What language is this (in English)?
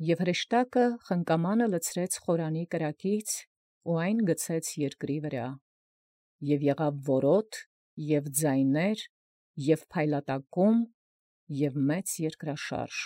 Armenian